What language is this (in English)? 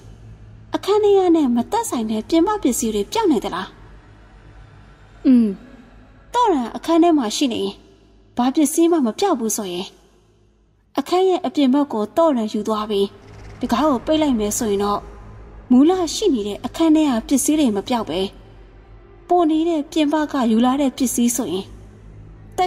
Burmese